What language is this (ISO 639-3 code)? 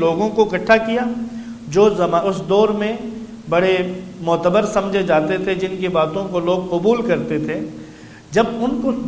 urd